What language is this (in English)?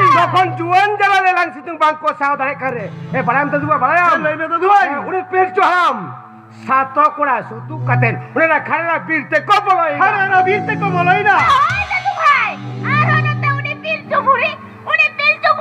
Santali